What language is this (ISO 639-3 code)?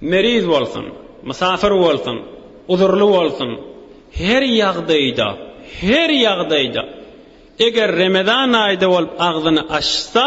tuk